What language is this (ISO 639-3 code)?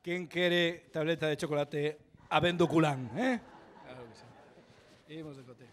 glg